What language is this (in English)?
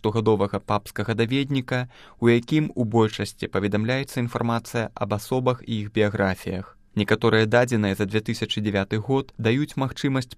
Belarusian